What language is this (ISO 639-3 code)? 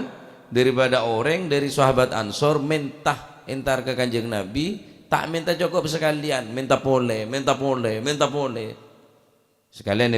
mad